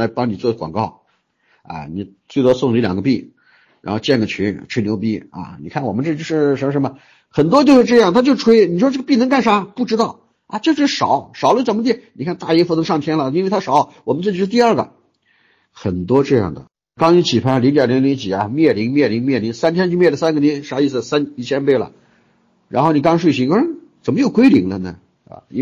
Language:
Chinese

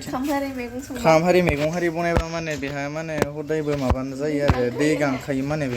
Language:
Bodo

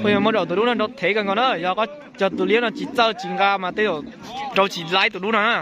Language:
Hmong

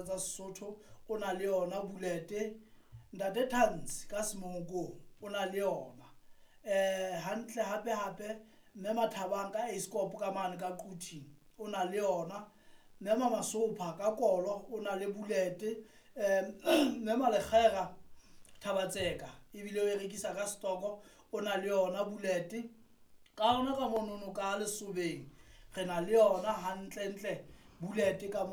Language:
Southern Sotho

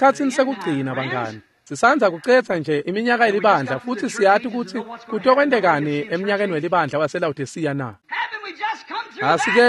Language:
Swati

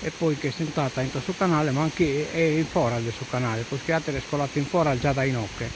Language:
Sardinian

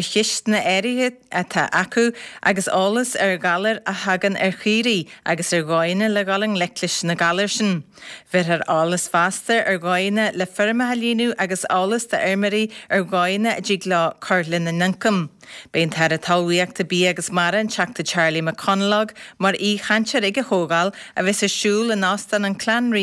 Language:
Irish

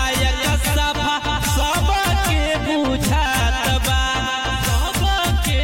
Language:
Bhojpuri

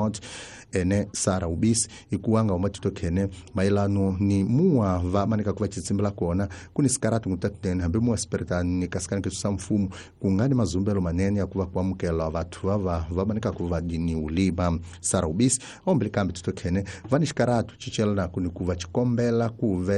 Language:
Tsonga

